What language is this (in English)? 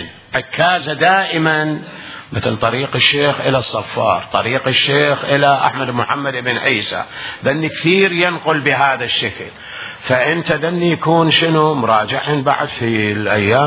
Mesopotamian Arabic